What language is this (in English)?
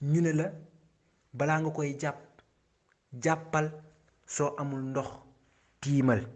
Wolof